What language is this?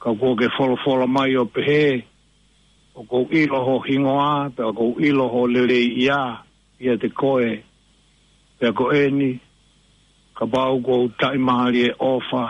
Tongan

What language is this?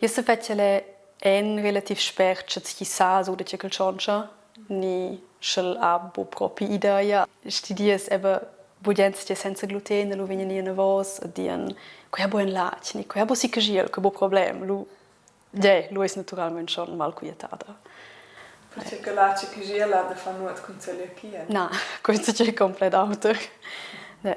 Romansh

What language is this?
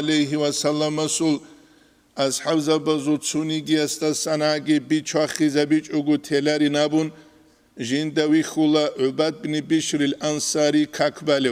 Avaric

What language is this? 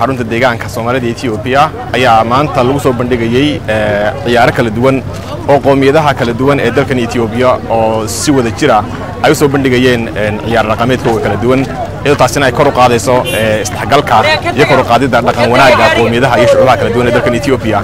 Somali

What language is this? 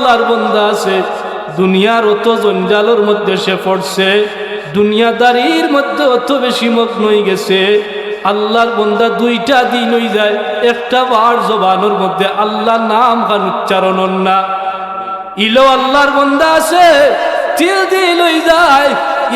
Sylheti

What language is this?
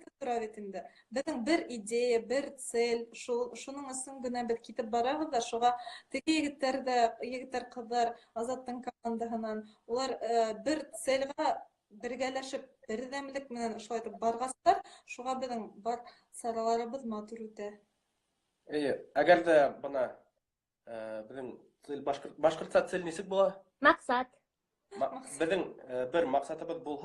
Bashkir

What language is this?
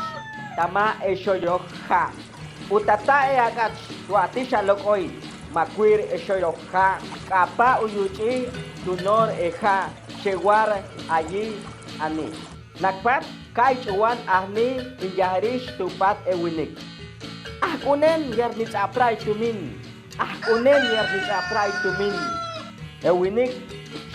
Chortí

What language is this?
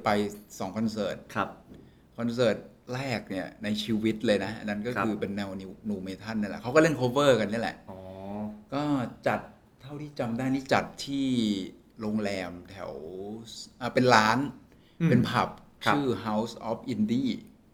Thai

